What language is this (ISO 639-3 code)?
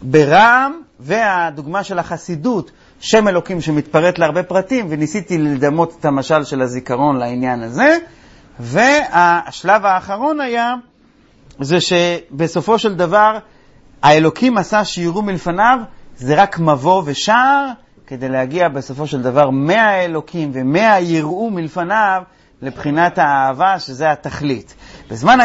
heb